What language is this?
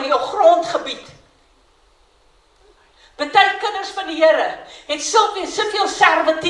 Afrikaans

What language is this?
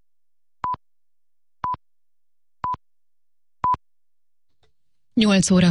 Hungarian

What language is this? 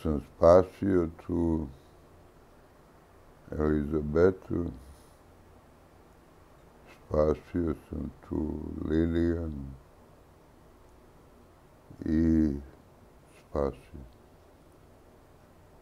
Serbian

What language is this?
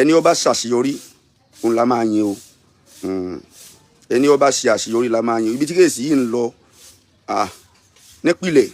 Yoruba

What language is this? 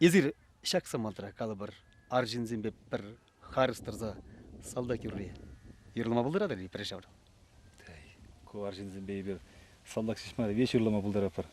Chuvash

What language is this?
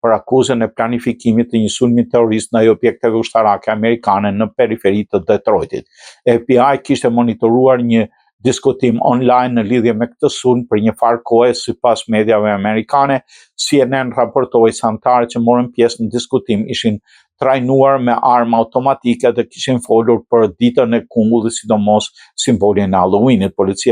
Albanian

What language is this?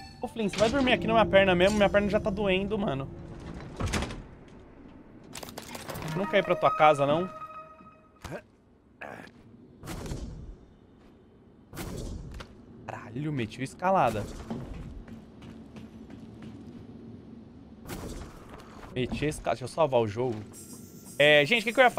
Portuguese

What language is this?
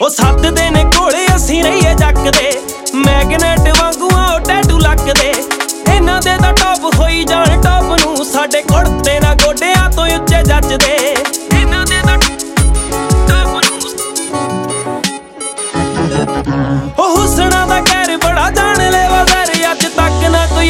Punjabi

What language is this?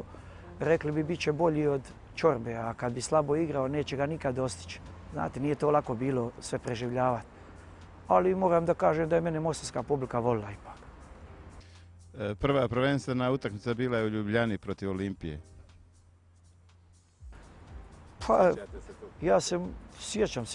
Bosnian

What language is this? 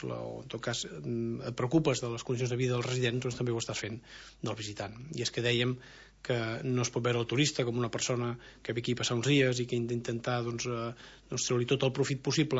Catalan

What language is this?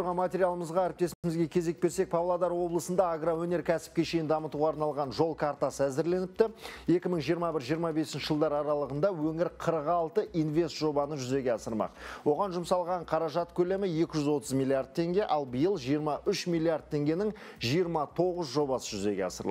Kazakh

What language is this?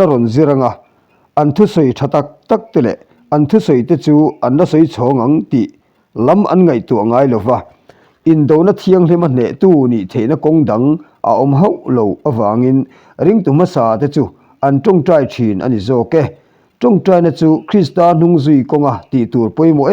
Mizo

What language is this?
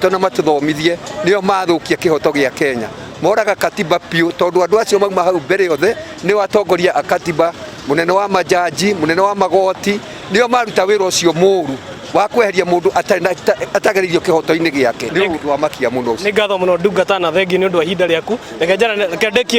Kikuyu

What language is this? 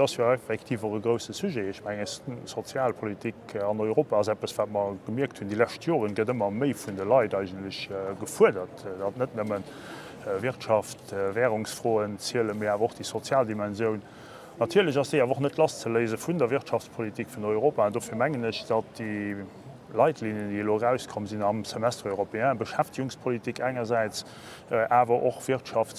Luxembourgish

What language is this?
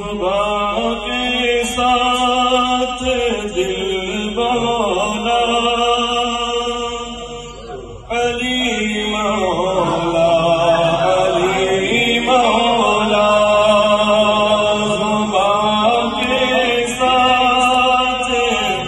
Urdu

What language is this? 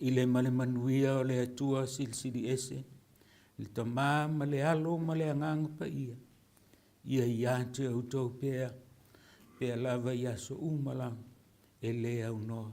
Samoan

